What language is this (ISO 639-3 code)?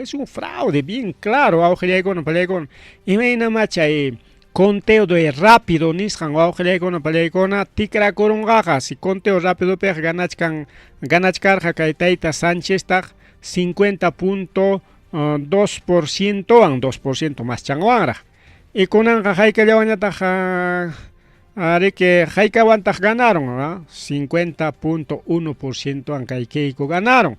quy